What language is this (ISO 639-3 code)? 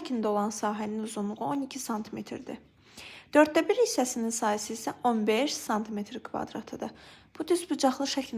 aze